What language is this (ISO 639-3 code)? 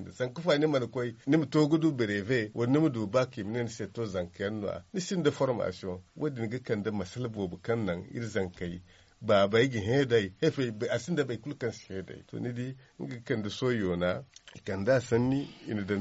dje